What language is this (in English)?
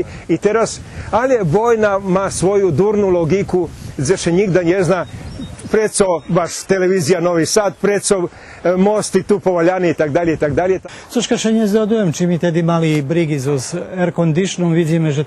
Rusyn